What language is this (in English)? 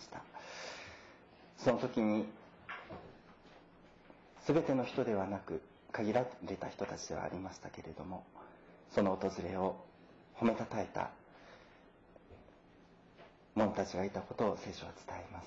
Japanese